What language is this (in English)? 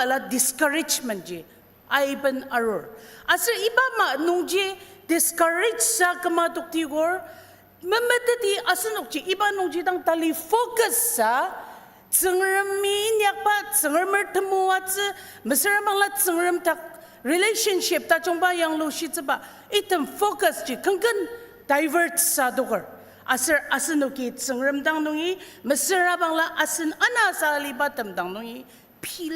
Ao Naga